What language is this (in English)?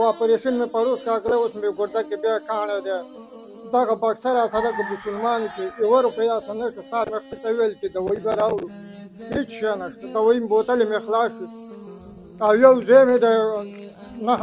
Pashto